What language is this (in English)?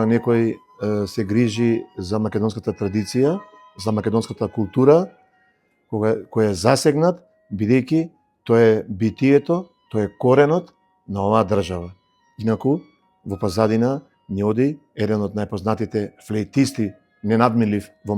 Macedonian